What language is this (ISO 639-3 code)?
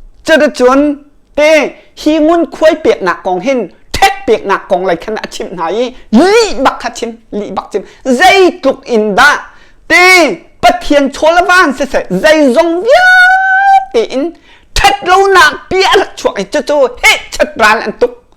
cnh